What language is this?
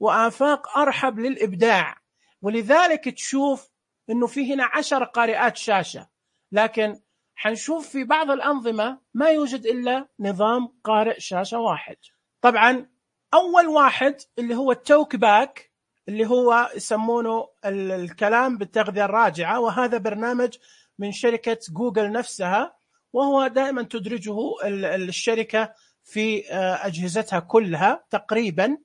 Najdi Arabic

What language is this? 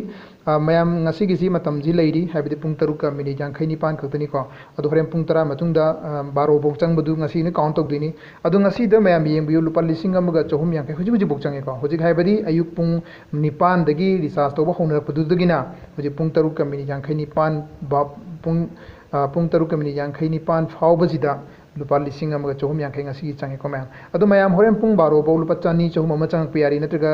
Manipuri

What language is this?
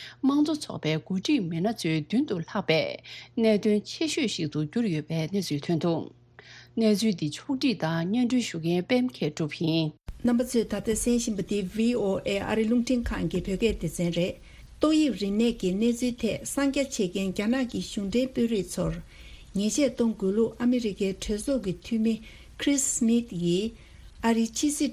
Tibetan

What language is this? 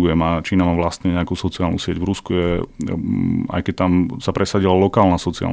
Slovak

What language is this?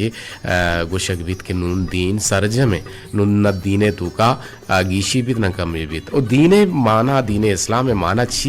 Eastern Balochi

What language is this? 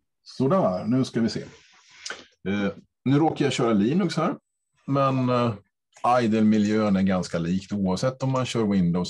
Swedish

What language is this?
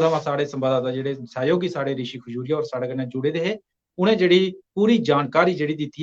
Dogri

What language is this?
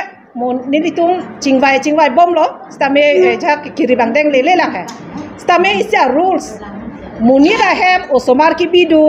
Karbi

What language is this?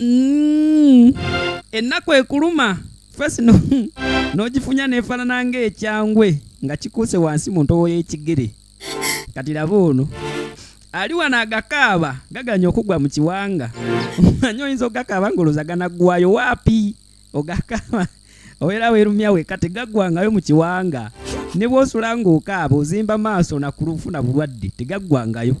Ganda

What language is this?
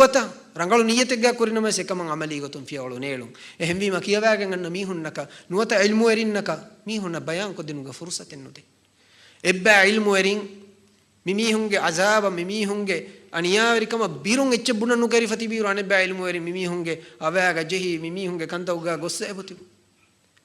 Divehi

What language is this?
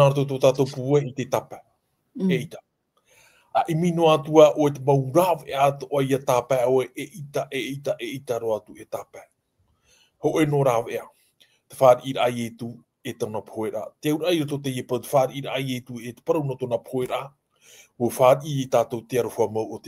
Tahitian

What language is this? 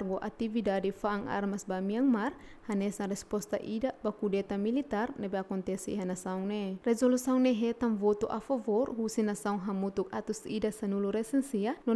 Tetum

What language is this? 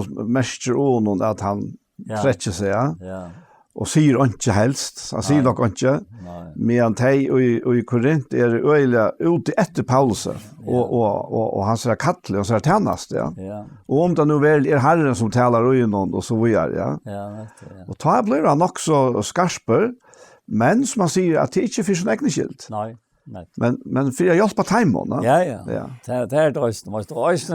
Faroese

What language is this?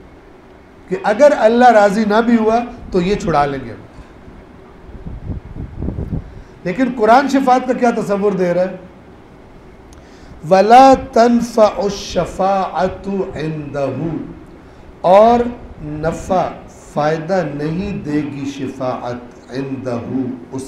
Urdu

